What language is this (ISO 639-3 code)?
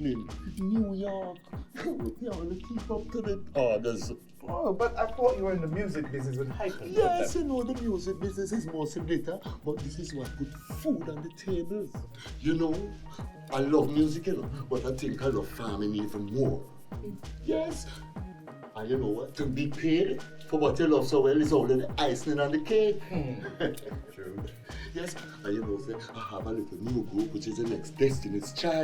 jam